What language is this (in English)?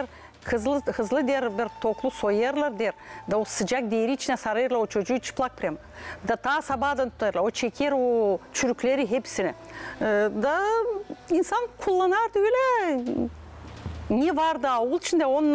Gagauz